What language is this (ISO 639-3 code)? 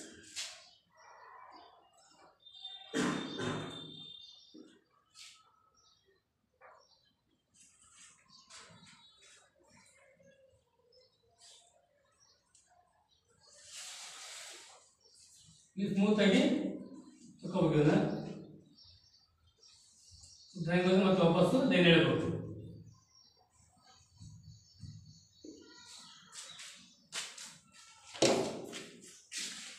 kan